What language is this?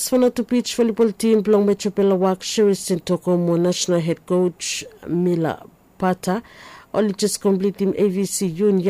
Bislama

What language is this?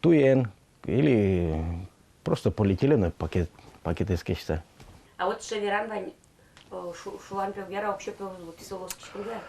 Udmurt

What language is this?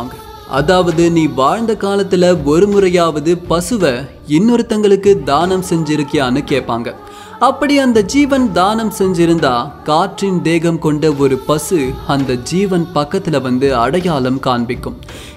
Tamil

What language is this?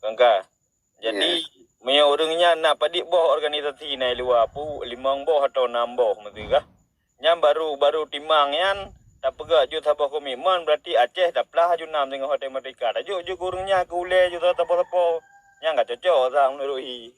Achinese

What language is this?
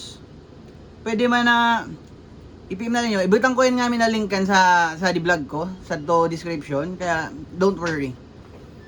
Bikol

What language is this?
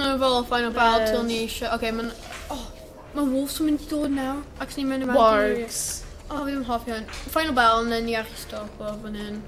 Welsh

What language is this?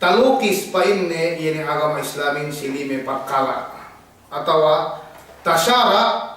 Yakan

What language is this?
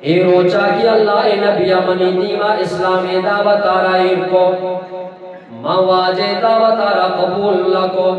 Eastern Balochi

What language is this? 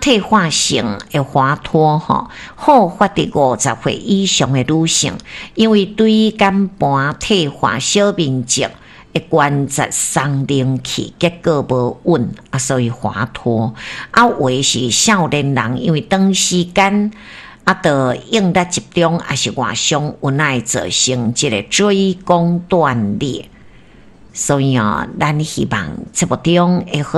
Min Nan Chinese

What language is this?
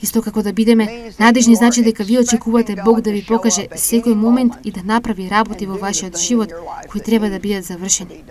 Macedonian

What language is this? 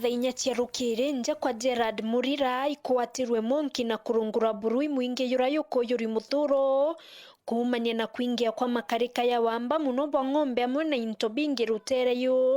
Meru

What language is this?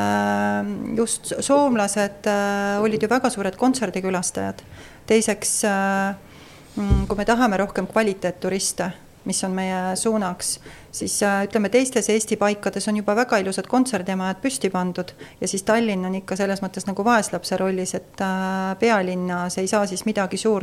Estonian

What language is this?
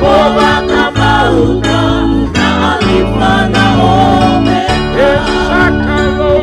Fijian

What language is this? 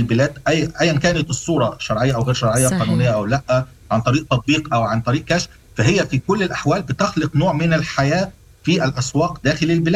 Sudanese Arabic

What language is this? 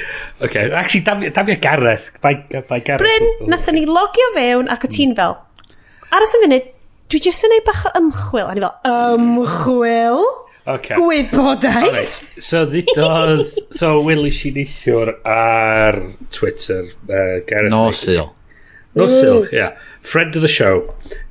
Welsh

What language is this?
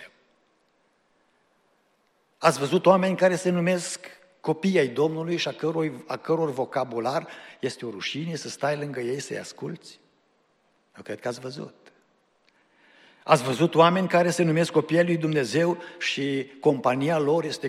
Romanian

